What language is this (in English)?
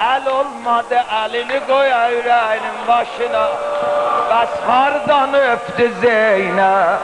South Azerbaijani